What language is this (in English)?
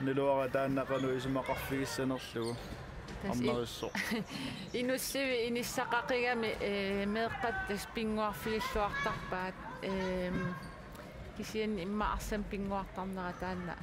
Kalaallisut